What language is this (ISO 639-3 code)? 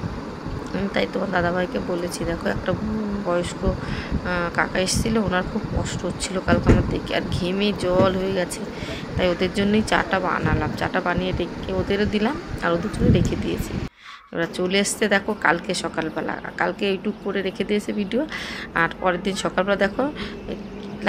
ben